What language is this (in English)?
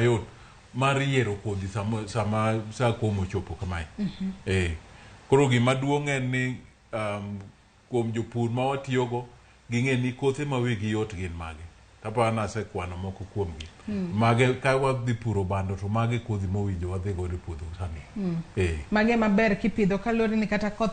Luo (Kenya and Tanzania)